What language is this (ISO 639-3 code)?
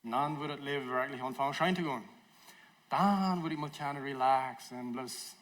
pdt